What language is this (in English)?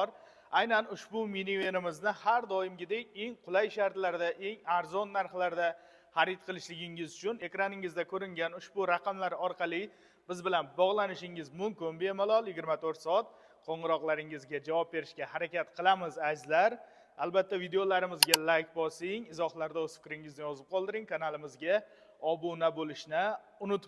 Uzbek